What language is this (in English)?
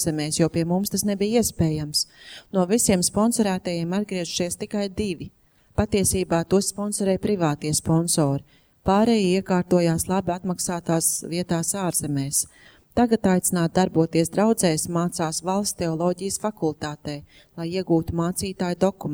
Latvian